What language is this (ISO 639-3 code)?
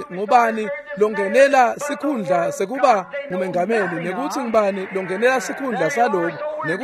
ssw